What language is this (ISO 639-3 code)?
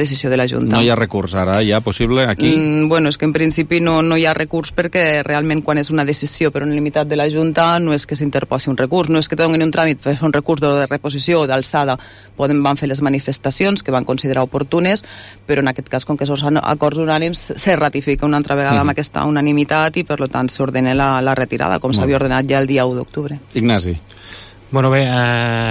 cat